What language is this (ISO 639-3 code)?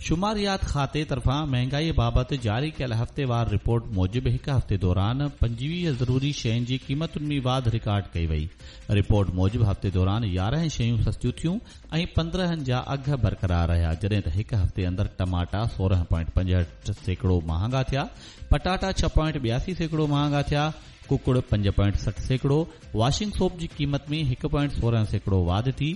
snd